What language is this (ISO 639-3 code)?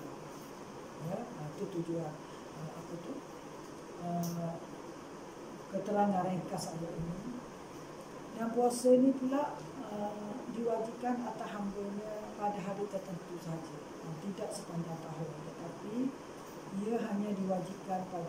msa